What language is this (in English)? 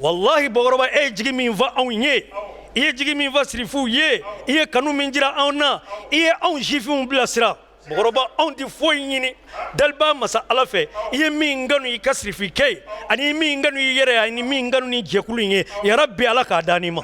Bambara